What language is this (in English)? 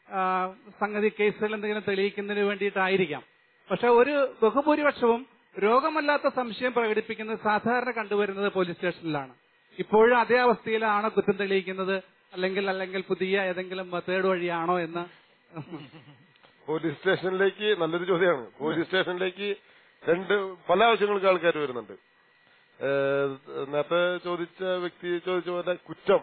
Malayalam